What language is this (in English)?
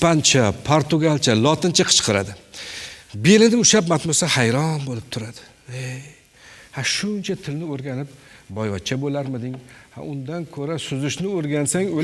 Uzbek